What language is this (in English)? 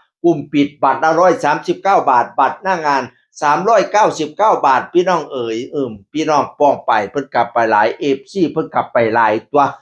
Northeastern Thai